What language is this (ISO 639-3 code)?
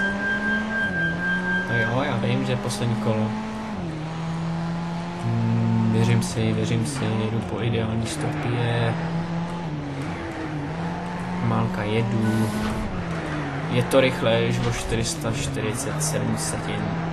ces